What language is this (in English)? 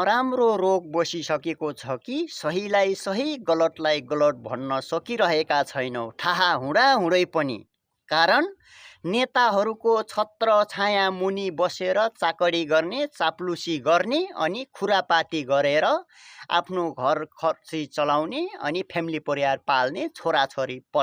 Nepali